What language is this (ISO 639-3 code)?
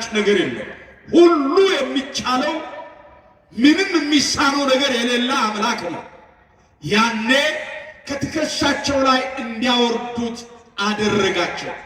amh